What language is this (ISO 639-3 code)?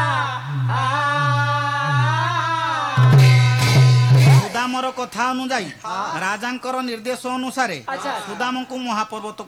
ori